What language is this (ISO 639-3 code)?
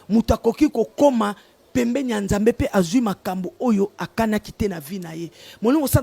lin